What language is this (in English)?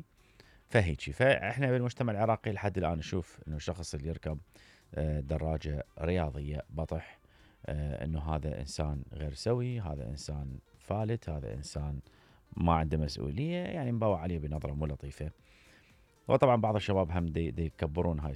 Mesopotamian Arabic